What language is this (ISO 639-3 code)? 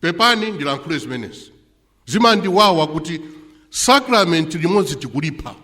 nya